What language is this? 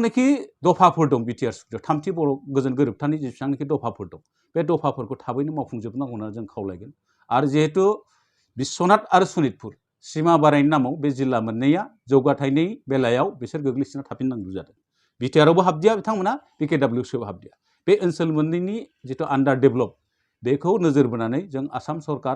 Bodo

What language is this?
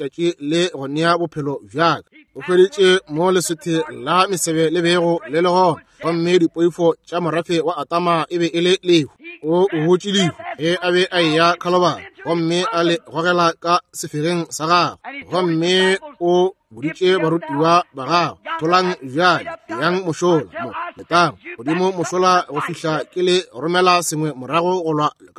Northern Sotho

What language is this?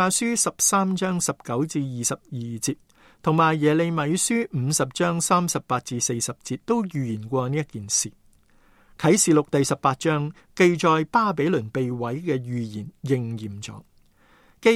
Cantonese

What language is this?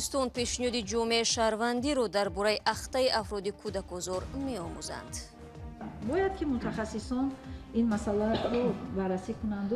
Tajik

